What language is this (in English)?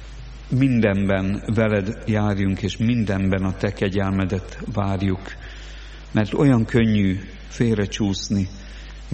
Hungarian